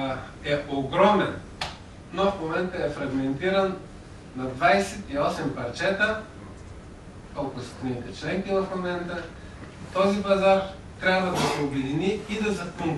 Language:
Bulgarian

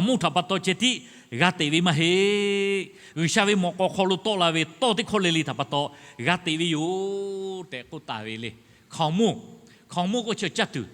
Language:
Lahu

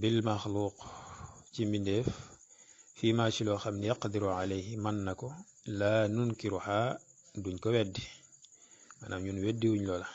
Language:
Wolof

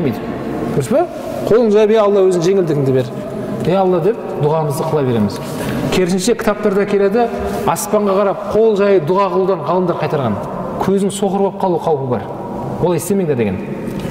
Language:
Kazakh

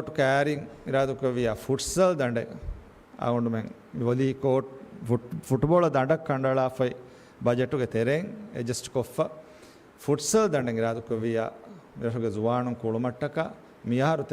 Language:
Divehi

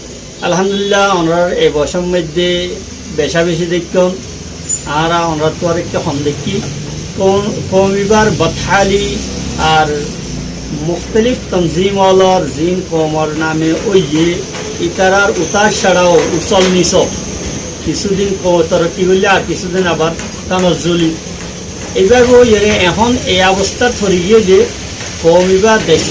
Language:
Rohingya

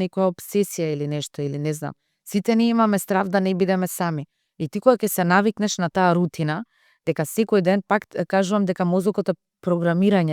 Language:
Macedonian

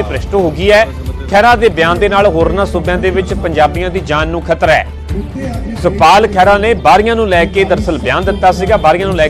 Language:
Punjabi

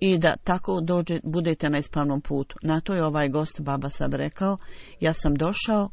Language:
Bosnian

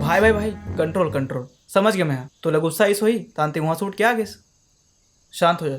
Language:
Chhattisgarhi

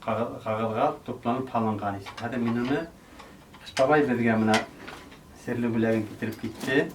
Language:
Bashkir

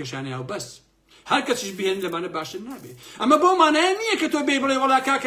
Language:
Central Kurdish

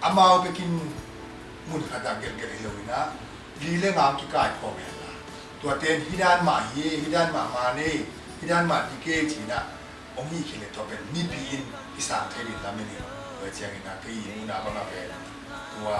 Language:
Tedim Chin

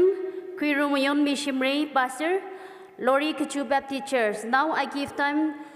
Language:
Tangkhul Naga (India)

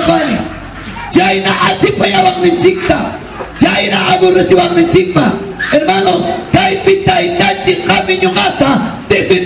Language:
Ayacucho Quechua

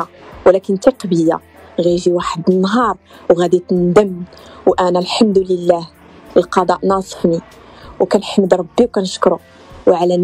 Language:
Moroccan Arabic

